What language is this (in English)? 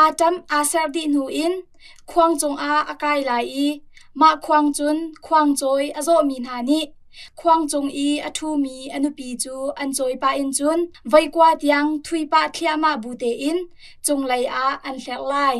Hakha Chin